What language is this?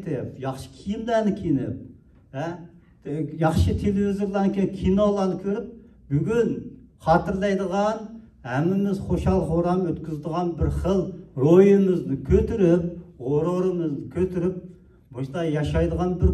Uyghur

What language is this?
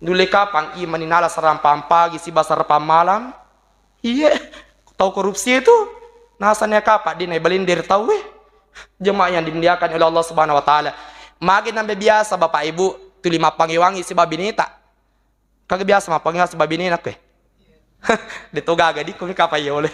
Buginese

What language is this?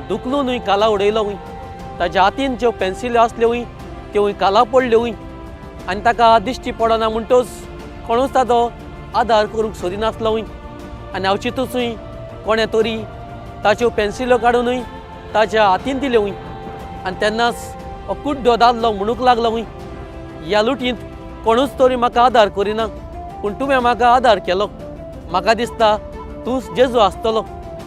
Konkani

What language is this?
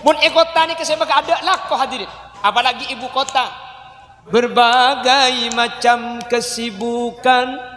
Madurese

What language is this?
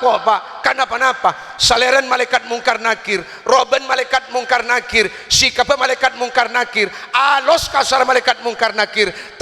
Madurese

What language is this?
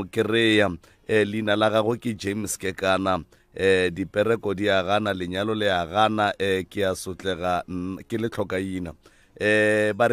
Northern Sotho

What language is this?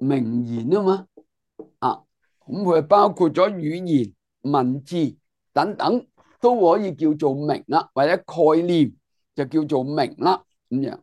Cantonese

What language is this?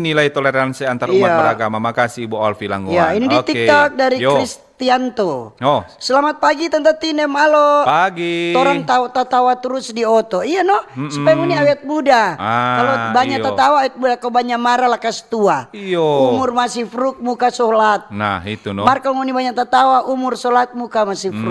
Manado Malay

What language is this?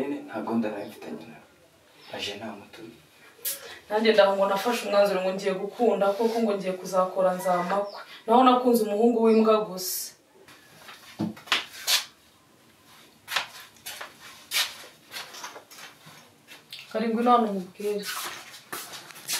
Kinyarwanda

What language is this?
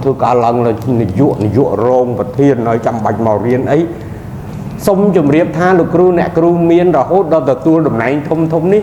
Khmer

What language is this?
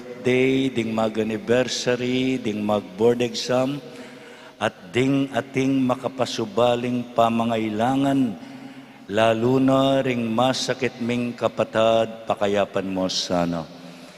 Pampanga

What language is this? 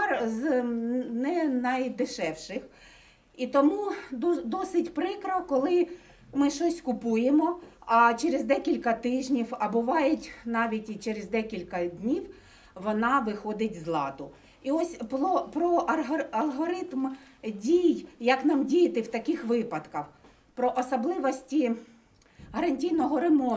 Ukrainian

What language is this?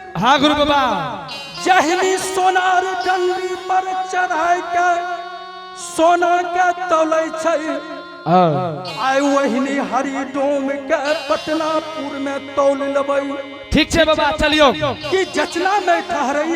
Angika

